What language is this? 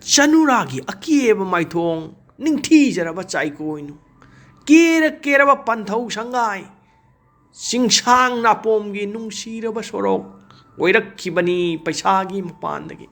Manipuri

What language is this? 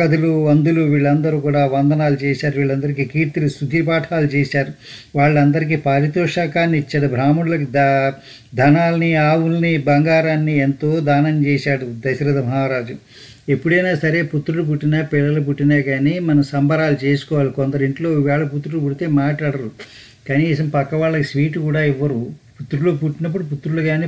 Telugu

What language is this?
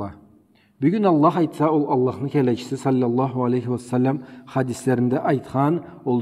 Karachay-Balkar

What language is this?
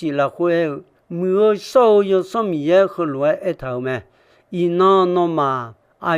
Akha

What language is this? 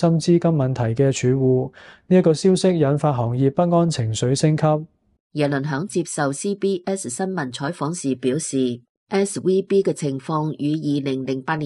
Cantonese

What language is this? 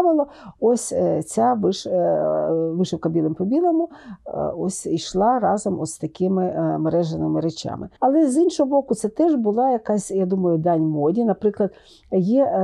Ukrainian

